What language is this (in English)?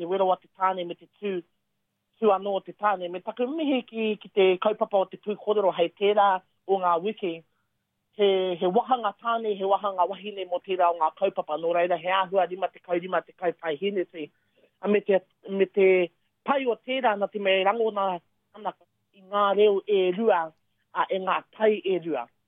Māori